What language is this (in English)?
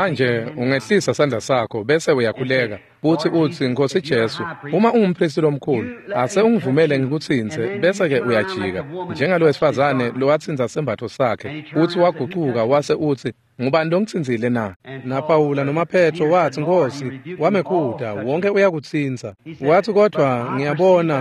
Swati